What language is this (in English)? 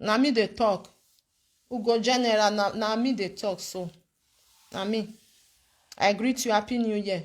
Nigerian Pidgin